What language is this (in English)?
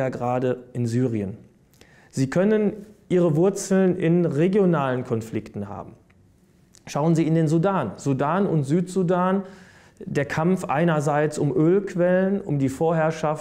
German